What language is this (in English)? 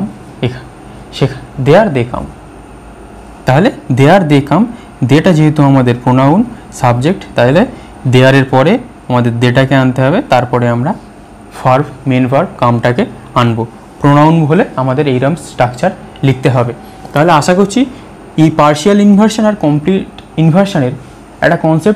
Bangla